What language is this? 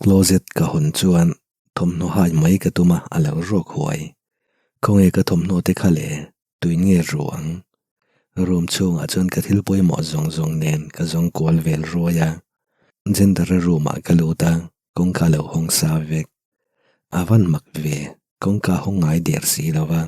Mizo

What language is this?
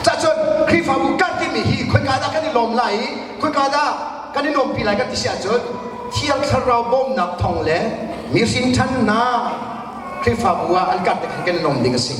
Hakha Chin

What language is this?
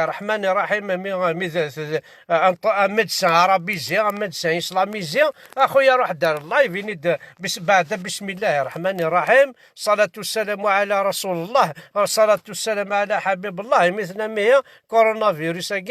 Kabyle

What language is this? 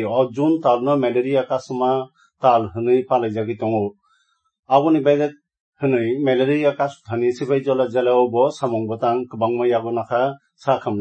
Kok Borok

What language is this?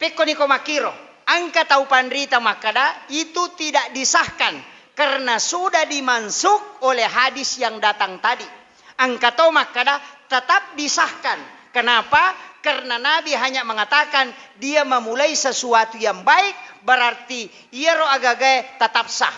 Buginese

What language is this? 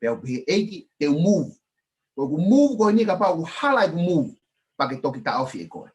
Tongan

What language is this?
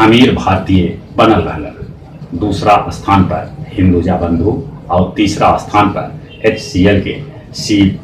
Magahi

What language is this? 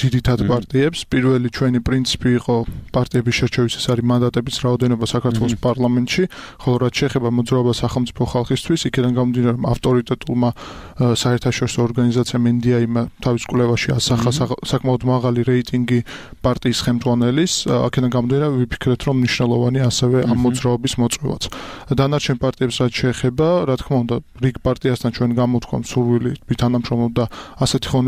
Georgian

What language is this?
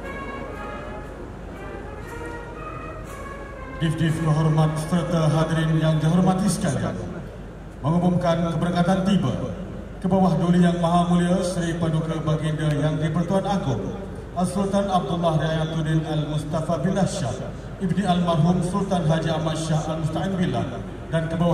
Malay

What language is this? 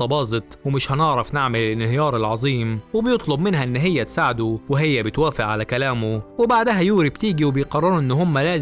Egyptian Arabic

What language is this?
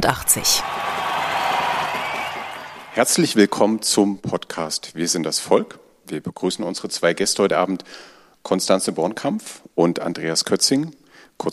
German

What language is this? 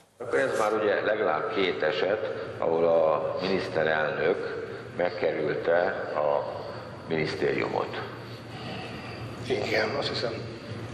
Hungarian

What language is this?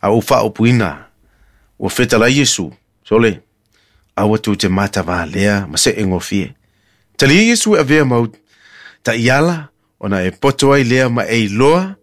Samoan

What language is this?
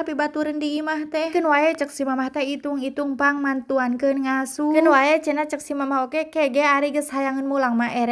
Sundanese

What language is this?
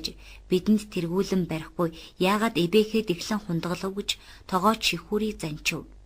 Mongolian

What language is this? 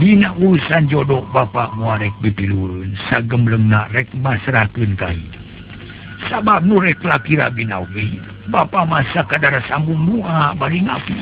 Sundanese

